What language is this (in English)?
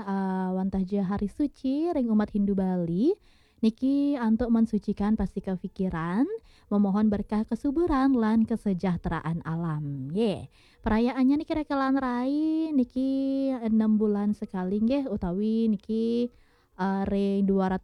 Balinese